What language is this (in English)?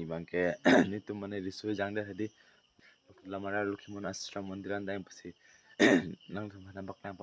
Karbi